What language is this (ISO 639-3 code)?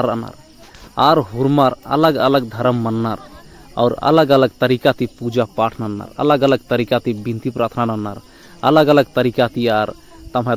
kru